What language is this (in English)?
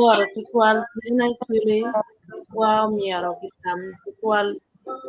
Acoli